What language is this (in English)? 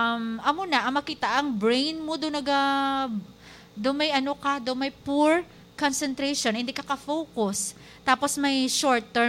Hiligaynon